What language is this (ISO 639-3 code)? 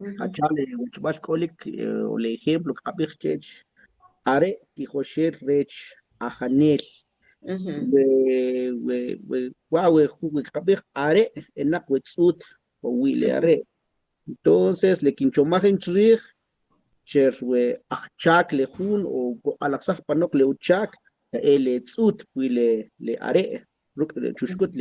quc